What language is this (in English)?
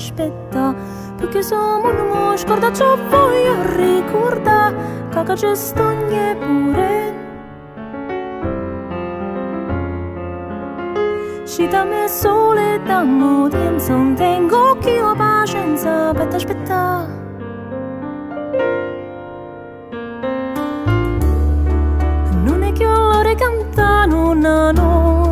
Italian